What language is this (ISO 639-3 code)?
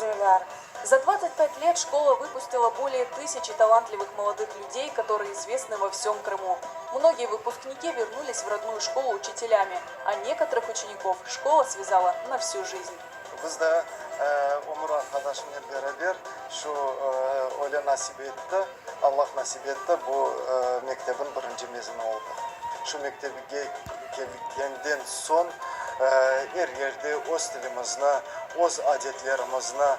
crh